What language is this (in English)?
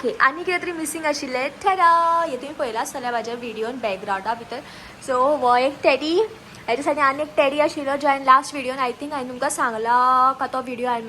Konkani